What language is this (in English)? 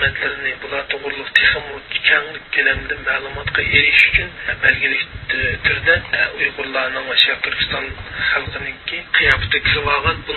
Uyghur